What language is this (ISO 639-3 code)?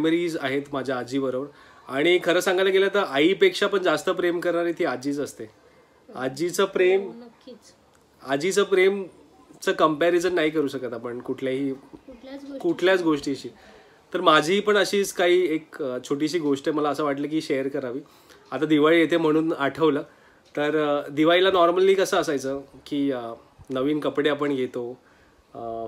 mar